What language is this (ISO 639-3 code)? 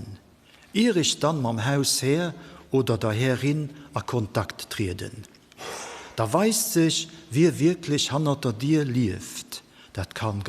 ltz